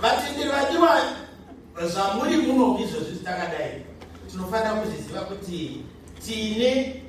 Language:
Shona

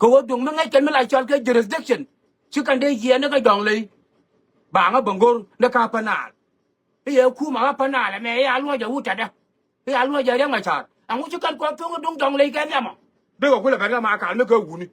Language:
Nuer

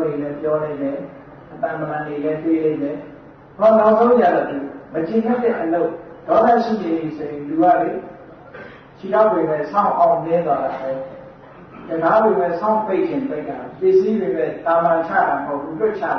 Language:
Burmese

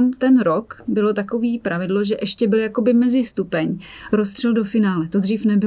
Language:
Czech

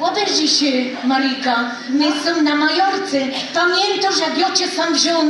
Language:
Silesian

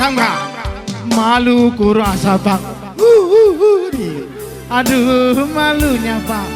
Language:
Batak Karo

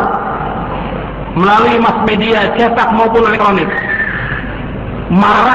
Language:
Indonesian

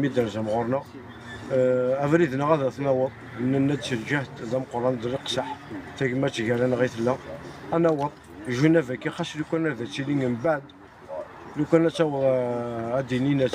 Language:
Kabyle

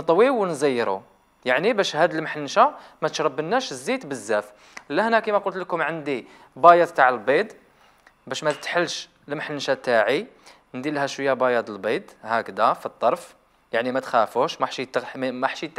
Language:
Algerian Arabic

